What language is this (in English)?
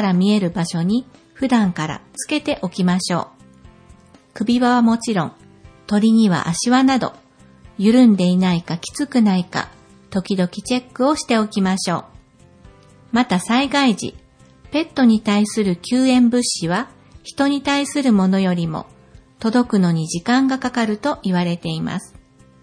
Japanese